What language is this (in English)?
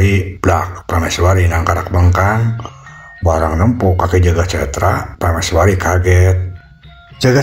Sundanese